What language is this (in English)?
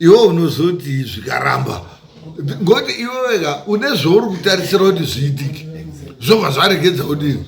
Shona